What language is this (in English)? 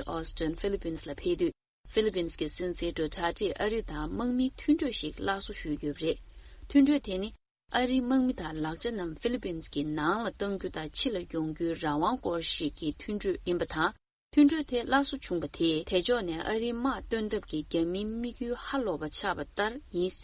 Tibetan